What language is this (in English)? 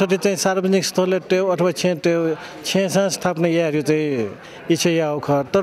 Newari